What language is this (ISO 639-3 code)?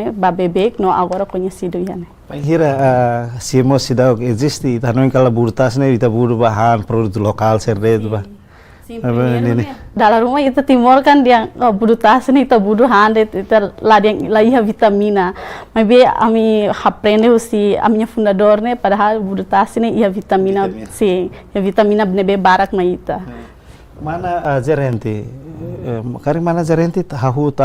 tet